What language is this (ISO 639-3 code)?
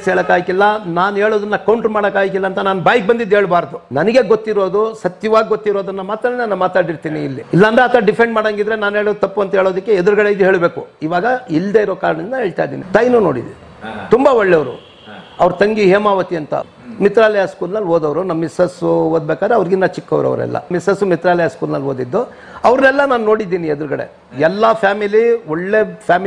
kan